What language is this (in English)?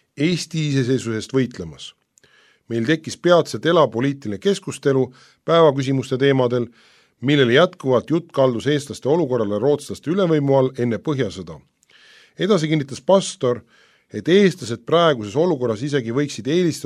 Estonian